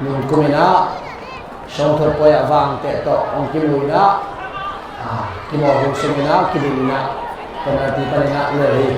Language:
Tedim Chin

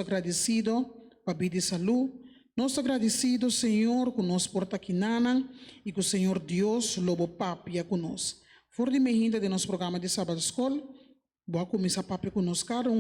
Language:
Papiamento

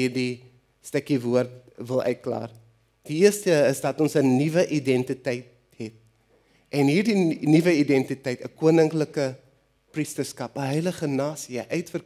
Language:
Afrikaans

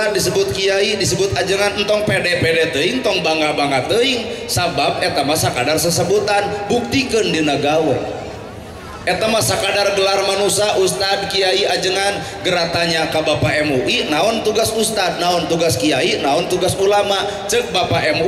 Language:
Sundanese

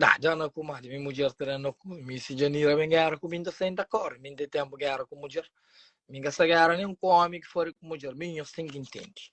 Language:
Kabuverdianu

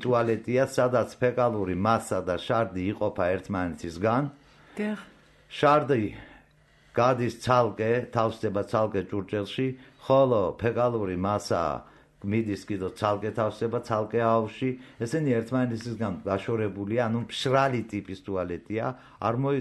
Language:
Georgian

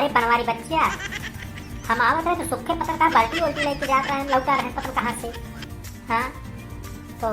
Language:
Awadhi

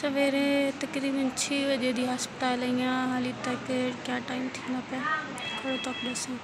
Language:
Saraiki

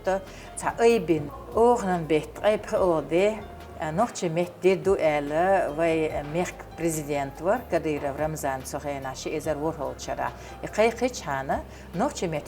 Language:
Chechen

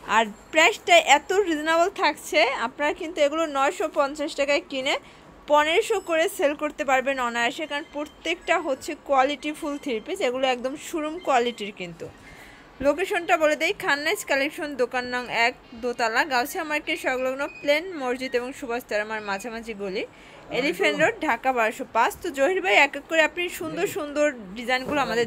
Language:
Bangla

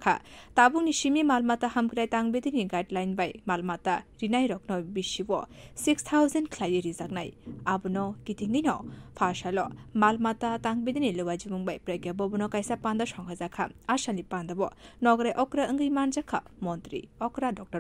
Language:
Kok Borok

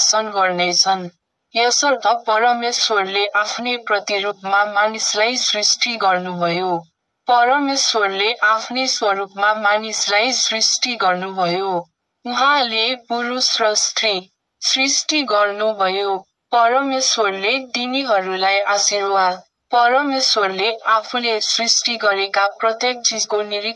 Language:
Nepali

